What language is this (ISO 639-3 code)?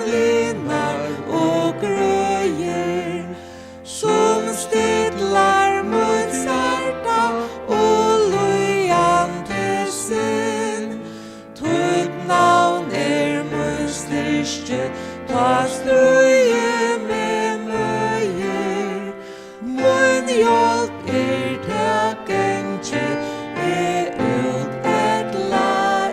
fao